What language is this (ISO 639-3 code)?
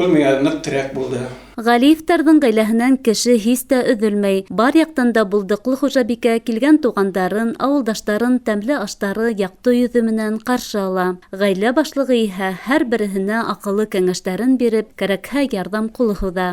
bak